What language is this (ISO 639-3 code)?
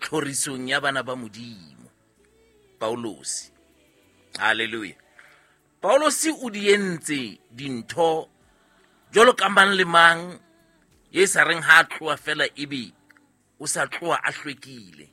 sot